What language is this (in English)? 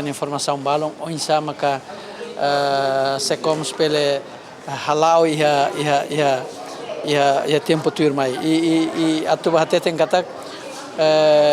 Tetum